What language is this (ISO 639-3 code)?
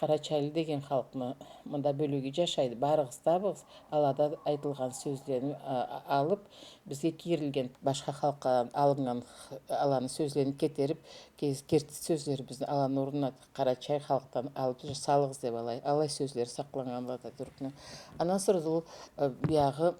krc